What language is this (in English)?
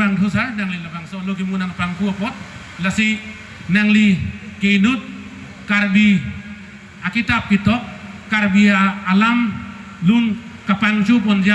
Karbi